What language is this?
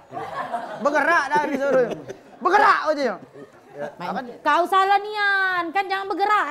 Musi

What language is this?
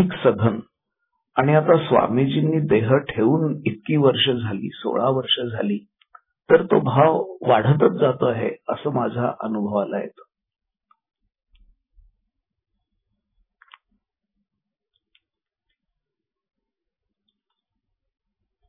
Marathi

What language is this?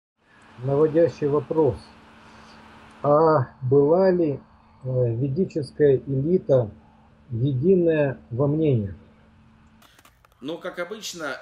Russian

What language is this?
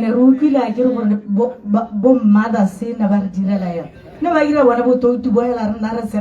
Tswana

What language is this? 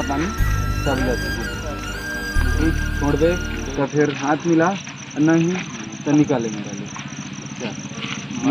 Chhattisgarhi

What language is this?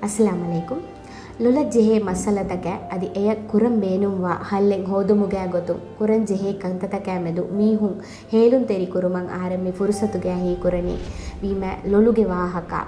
Divehi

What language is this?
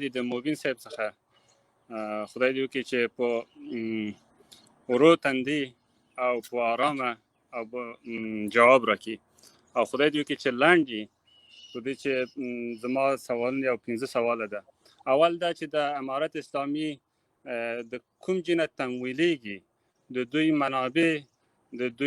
Pashto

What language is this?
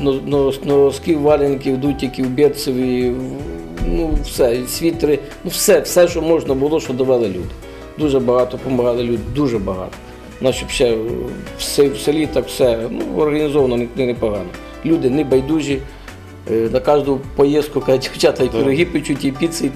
Ukrainian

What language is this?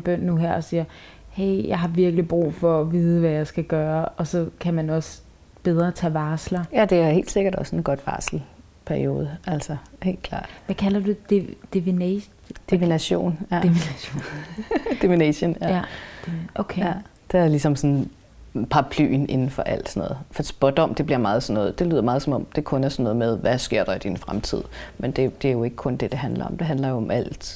Danish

